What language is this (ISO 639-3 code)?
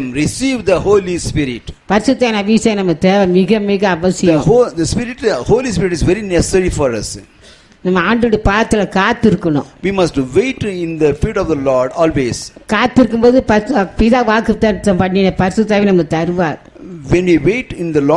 tam